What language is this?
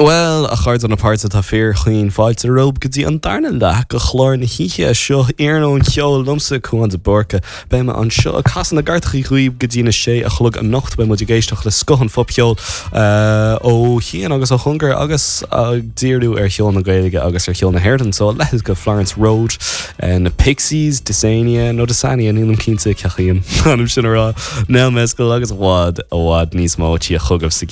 Irish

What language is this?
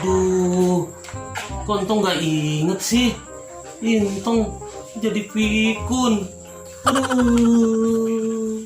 Betawi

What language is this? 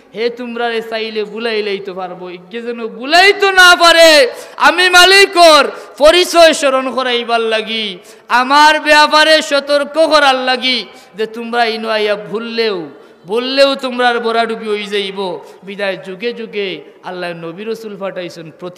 Sylheti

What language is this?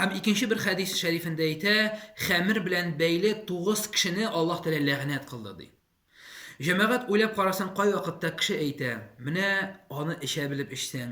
Tatar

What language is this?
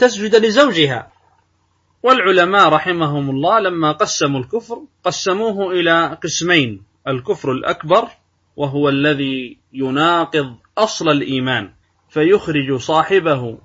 Arabic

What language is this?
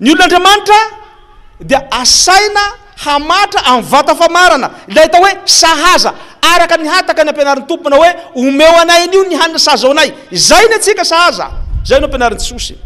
Malagasy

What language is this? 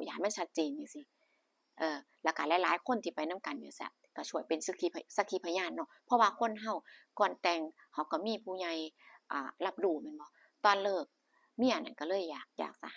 Northeastern Thai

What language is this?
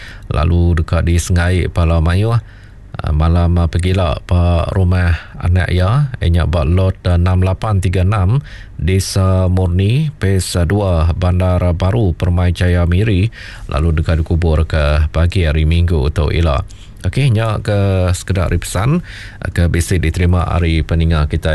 Iban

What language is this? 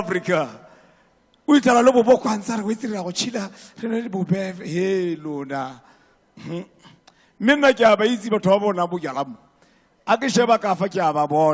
Tswana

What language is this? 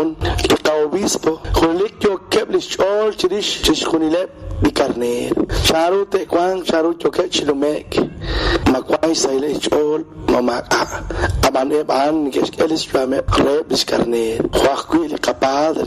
Kekchí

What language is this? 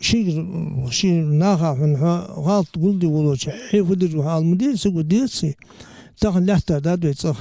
Ingush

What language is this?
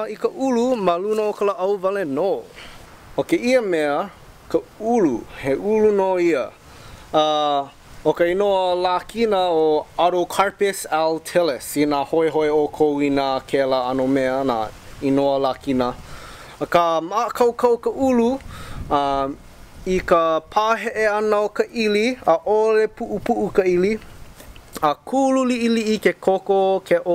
Hawaiian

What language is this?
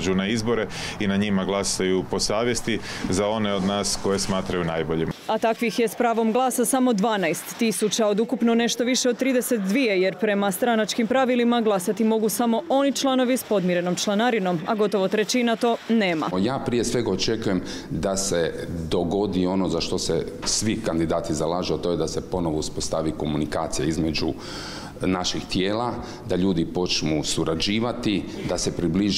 Croatian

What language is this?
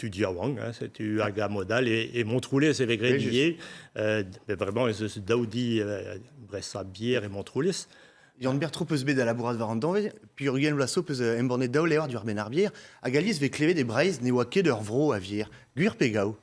Breton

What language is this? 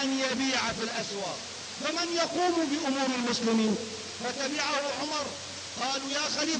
Arabic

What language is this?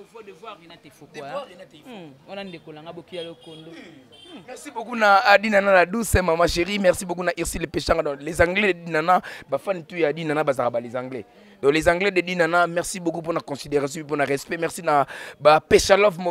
Lingala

